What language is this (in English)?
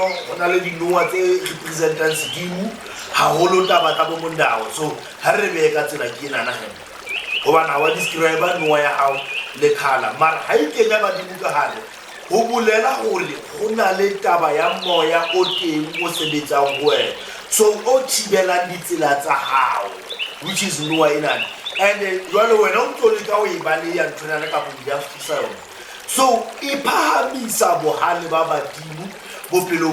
Southern Sotho